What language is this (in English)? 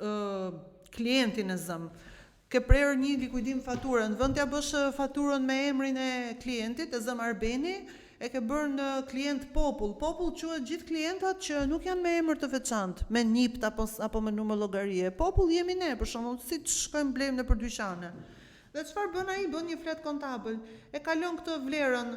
Albanian